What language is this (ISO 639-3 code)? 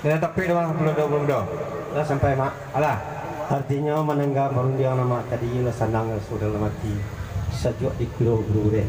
min